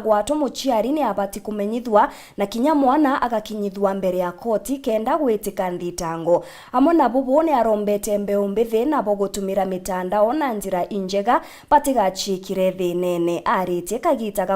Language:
Meru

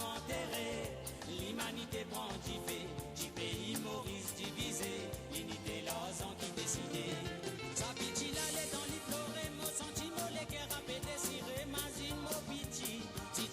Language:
Morisyen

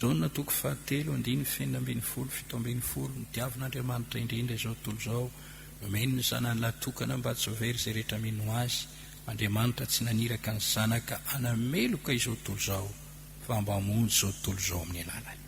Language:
Malagasy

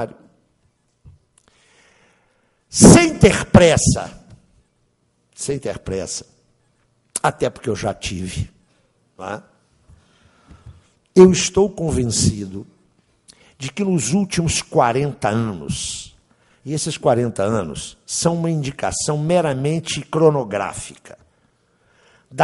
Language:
Portuguese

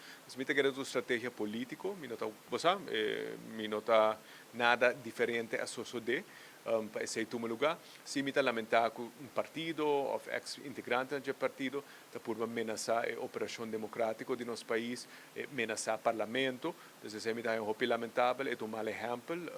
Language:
Papiamento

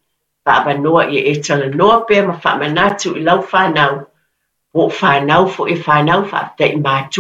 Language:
Samoan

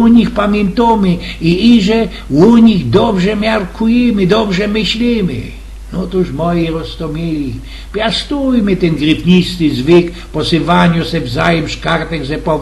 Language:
Silesian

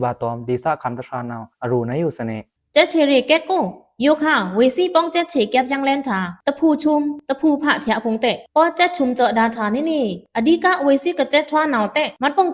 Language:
Pa'o Karen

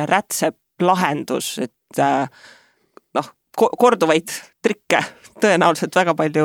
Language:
Estonian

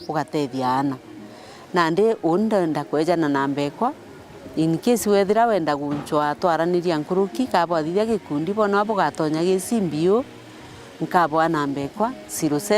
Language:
Meru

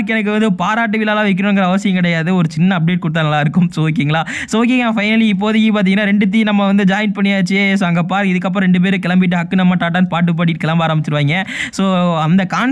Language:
Tamil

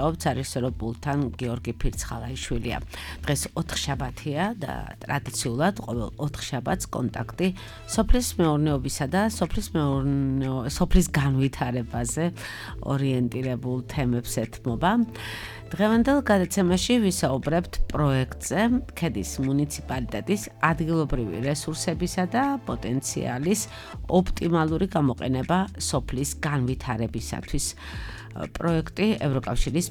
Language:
Georgian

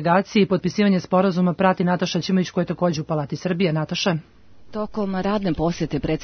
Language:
Serbian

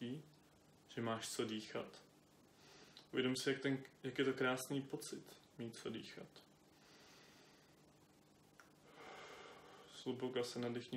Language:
Czech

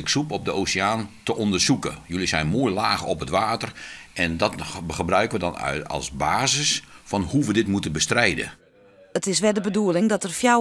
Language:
Western Frisian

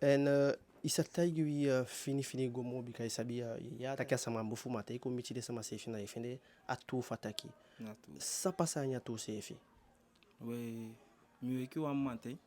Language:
Eastern Maroon Creole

